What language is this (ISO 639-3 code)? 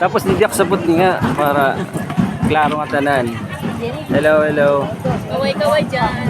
war